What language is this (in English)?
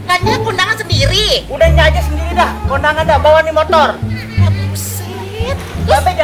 Betawi